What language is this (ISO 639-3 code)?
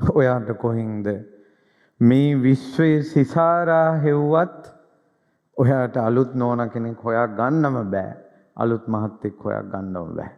sin